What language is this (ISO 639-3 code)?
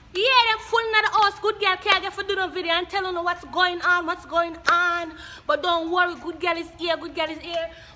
jam